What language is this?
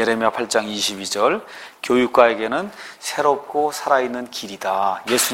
Korean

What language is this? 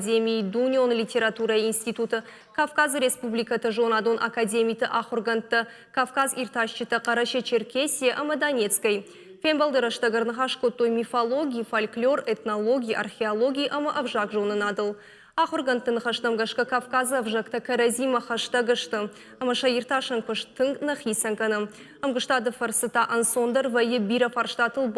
Ossetic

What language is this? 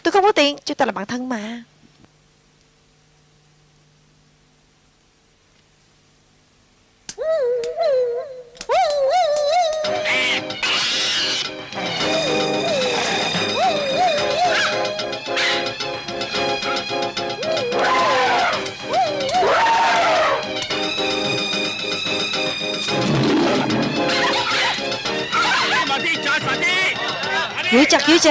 Vietnamese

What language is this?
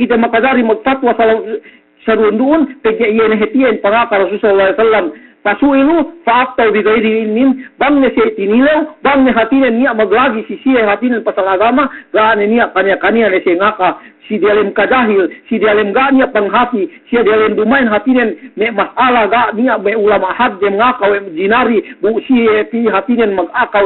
Yakan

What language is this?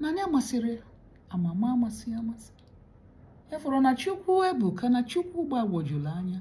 Igbo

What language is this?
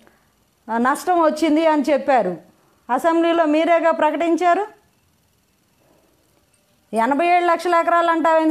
Telugu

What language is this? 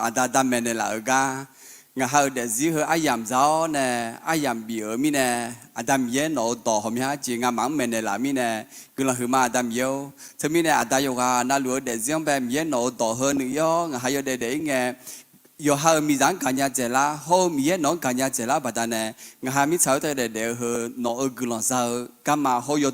Akha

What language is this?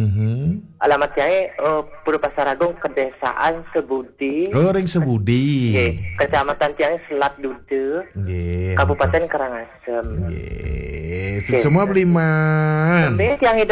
Balinese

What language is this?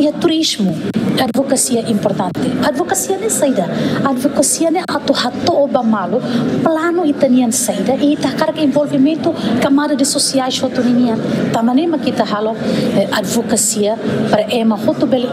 Tetum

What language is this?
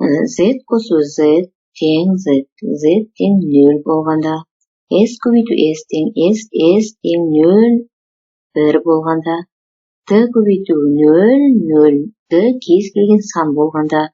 Kazakh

